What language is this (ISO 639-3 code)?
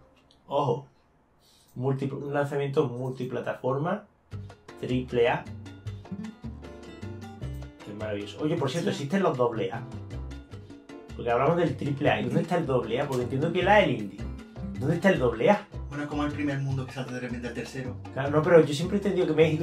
spa